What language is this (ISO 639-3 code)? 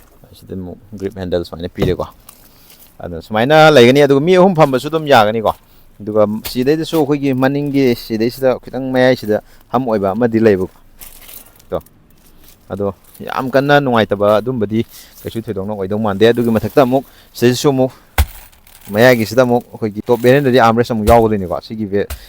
mni